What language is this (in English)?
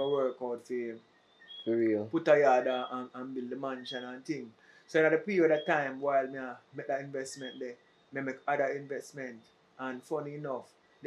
Jamaican Creole English